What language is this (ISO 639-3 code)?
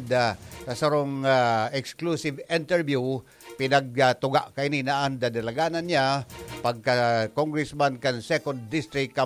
bik